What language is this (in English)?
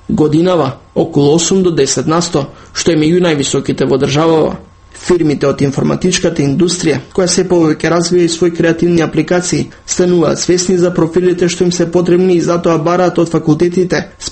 Macedonian